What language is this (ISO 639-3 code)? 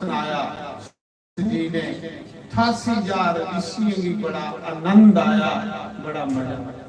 doi